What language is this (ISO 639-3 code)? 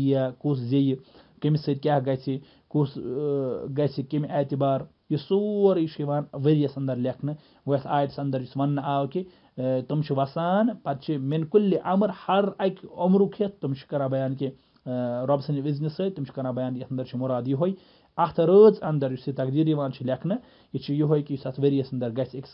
kas